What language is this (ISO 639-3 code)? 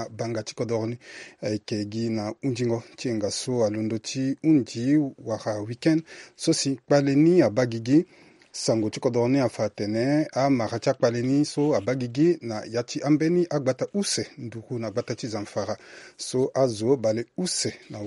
sag